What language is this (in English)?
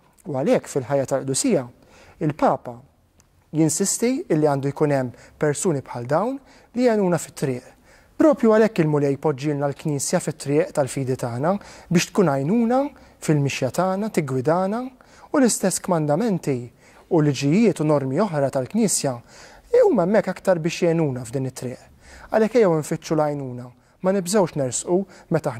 Maltese